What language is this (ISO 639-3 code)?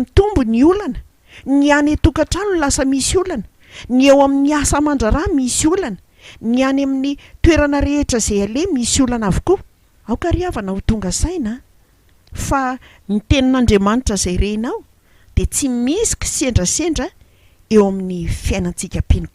mlg